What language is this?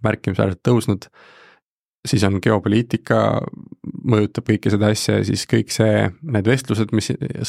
Estonian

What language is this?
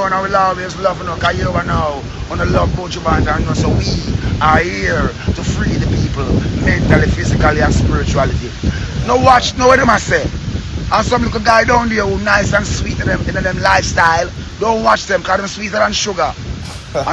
Jamaican Creole English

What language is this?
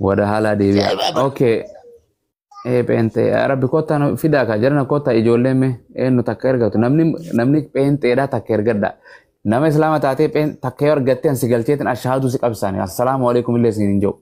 Oromo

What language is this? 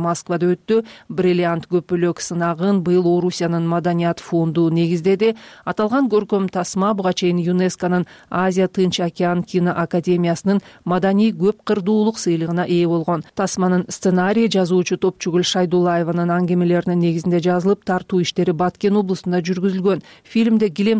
Kyrgyz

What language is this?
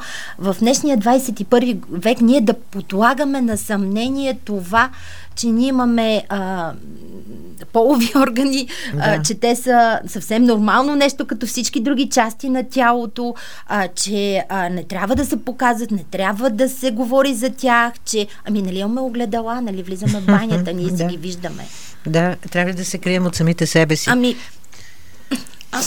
Bulgarian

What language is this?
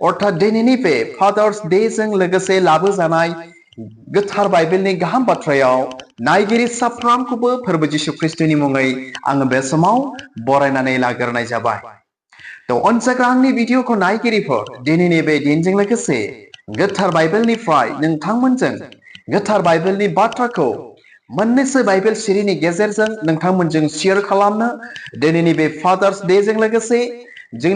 Bodo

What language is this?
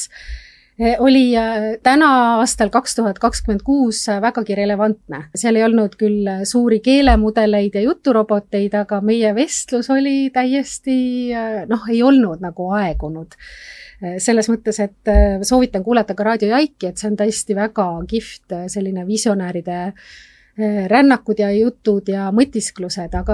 Estonian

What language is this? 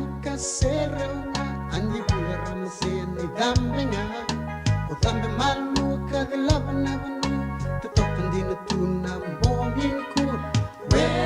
Fijian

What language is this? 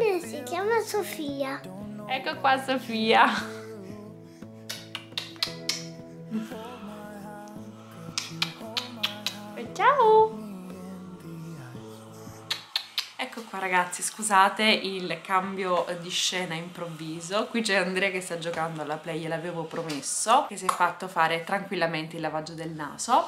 Italian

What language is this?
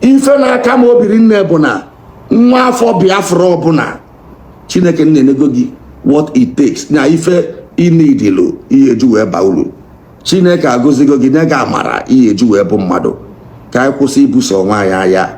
Igbo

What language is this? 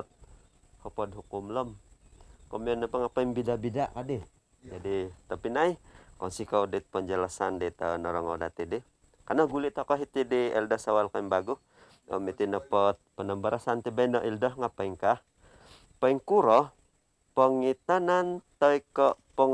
Central Dusun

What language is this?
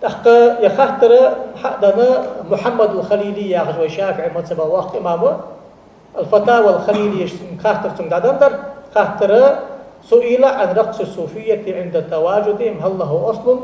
Ingush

